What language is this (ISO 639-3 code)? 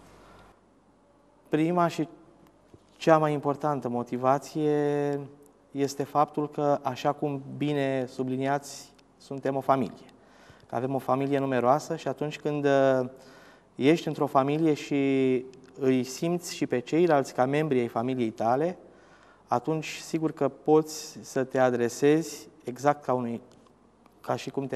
ron